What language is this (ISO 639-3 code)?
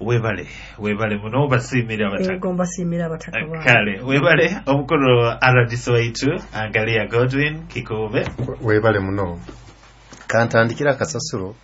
nyo